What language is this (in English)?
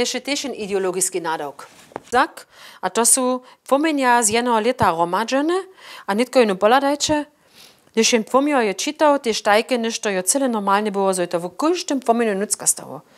Upper Sorbian